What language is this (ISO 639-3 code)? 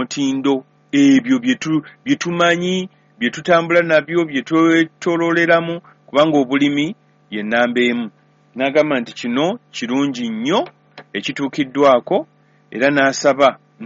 lug